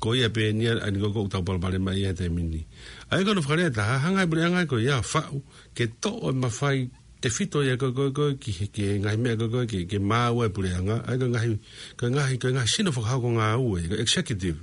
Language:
Tongan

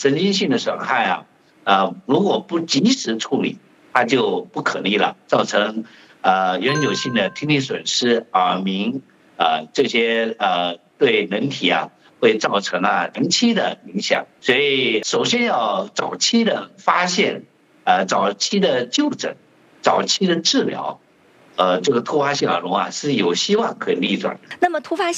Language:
Chinese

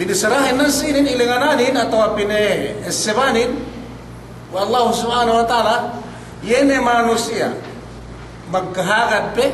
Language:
Yakan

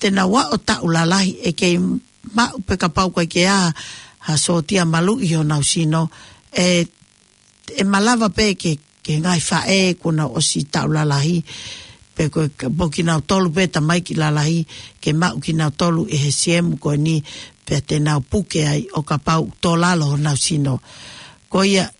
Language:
Tongan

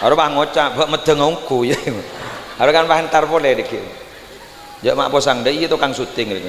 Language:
Madurese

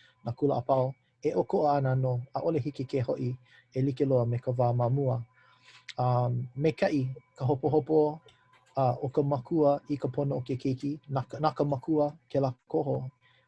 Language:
Hawaiian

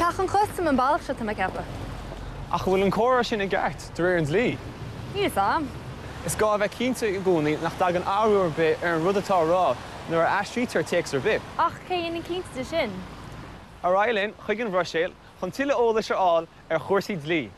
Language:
Irish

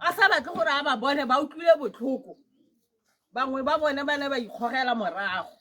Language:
Tswana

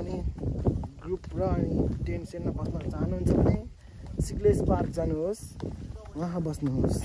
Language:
Nepali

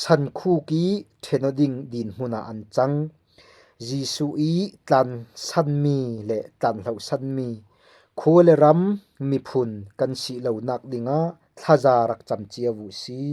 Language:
Falam Chin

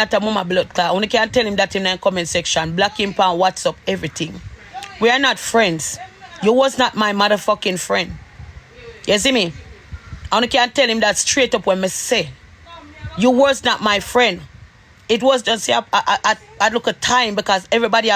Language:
Jamaican Creole English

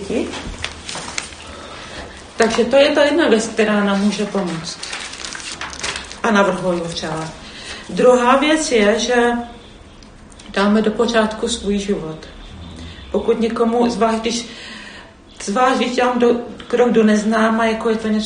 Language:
Czech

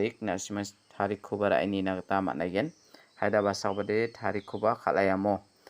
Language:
Garo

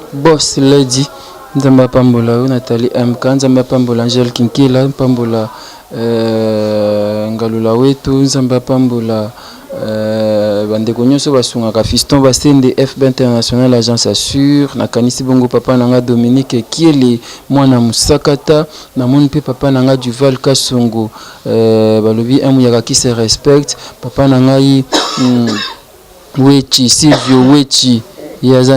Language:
Lingala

